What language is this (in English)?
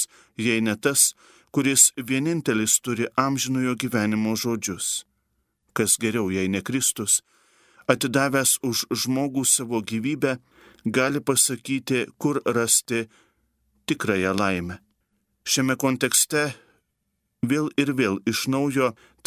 Lithuanian